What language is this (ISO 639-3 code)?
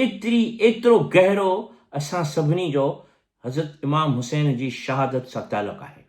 snd